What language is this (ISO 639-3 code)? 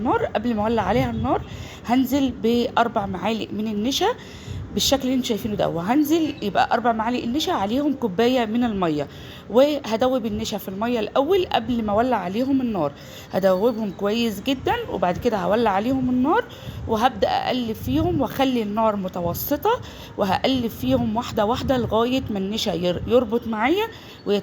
arz